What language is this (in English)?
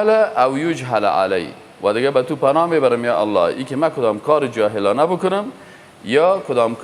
Persian